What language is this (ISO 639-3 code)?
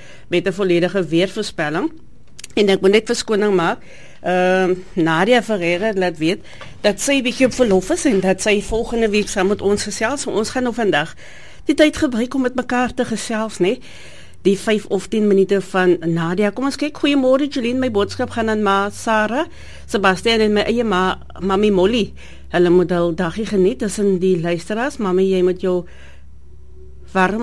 afr